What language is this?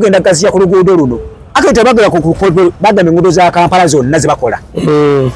Ganda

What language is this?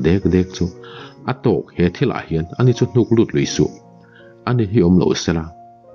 Mizo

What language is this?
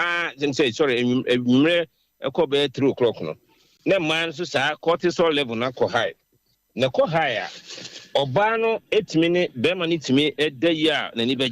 Akan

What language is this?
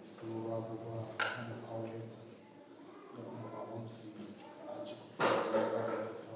Venda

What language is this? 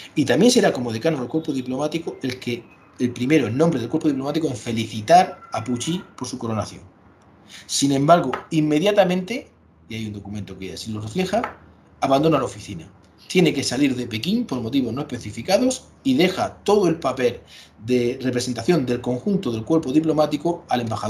Spanish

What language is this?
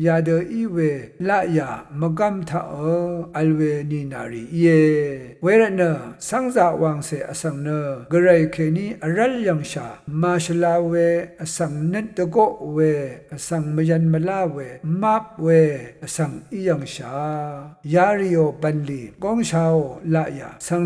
Rawang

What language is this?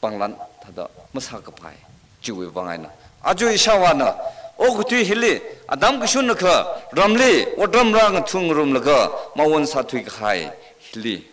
Tangkhul Naga (India)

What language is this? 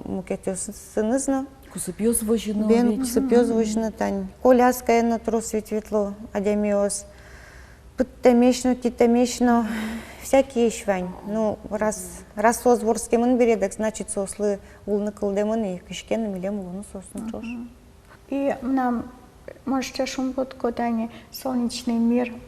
Udmurt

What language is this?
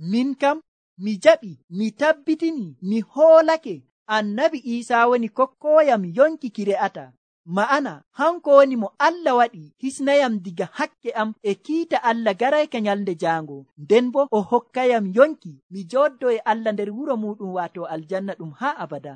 Nigerian Fulfulde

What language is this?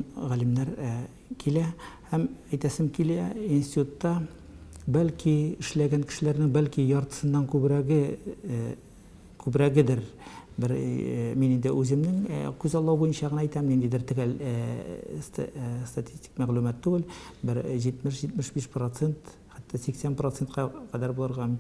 Tatar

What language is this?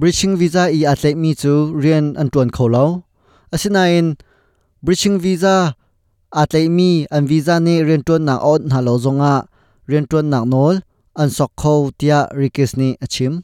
Hakha Chin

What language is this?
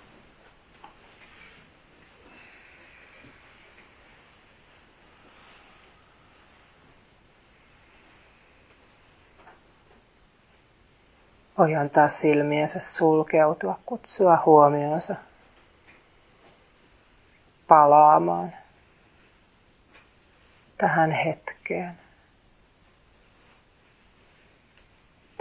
Finnish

